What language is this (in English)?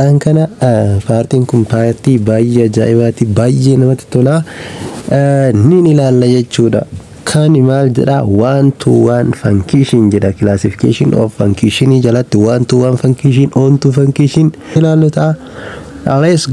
Oromo